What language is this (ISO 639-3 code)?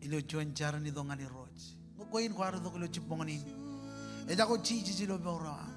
mah